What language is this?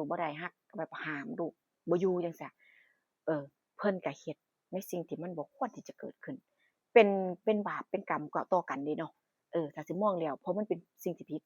Northeastern Thai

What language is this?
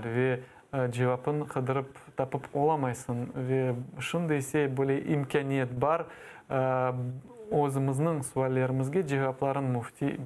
Crimean Tatar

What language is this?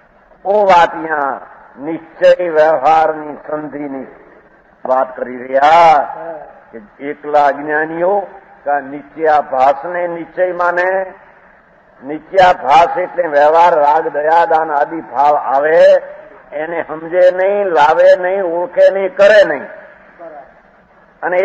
Gujarati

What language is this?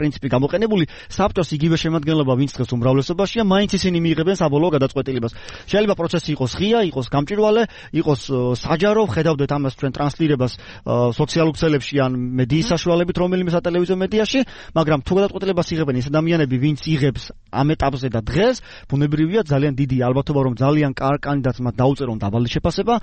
Georgian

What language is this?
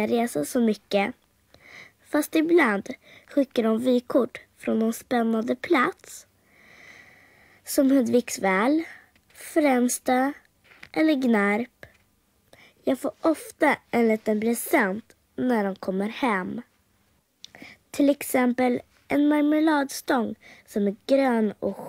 Swedish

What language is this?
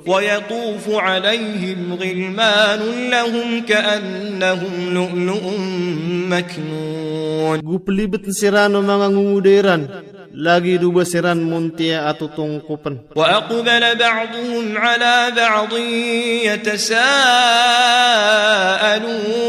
Maranao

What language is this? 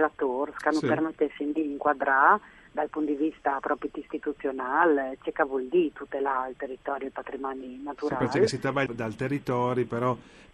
Friulian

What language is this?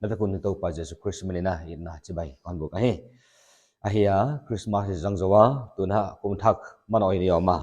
Paite Chin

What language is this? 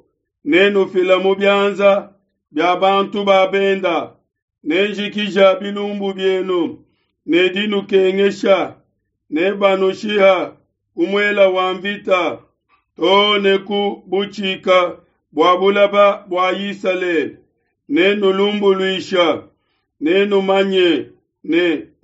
Luba-Lulua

